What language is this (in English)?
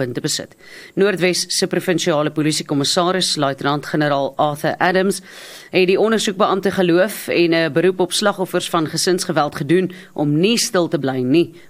Afrikaans